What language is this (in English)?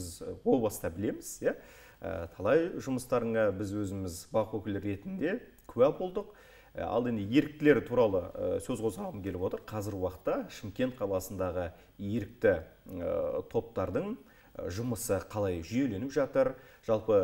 Kazakh